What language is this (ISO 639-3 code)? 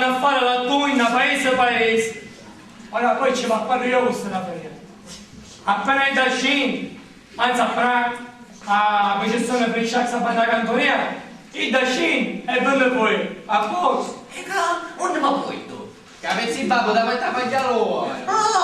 scn